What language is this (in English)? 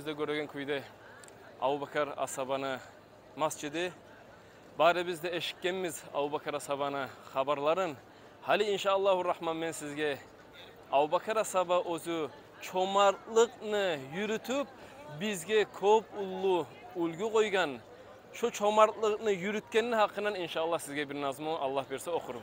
Kumyk